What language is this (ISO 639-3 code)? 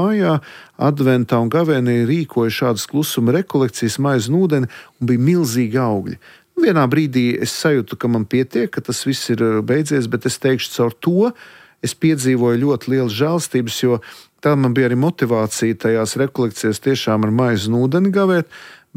lav